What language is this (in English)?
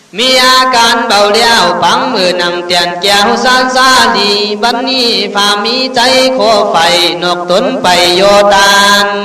Khün